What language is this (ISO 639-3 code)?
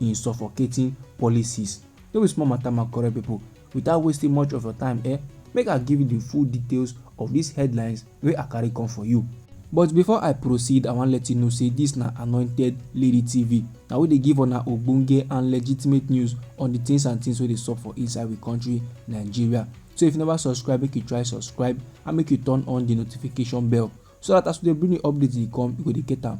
pcm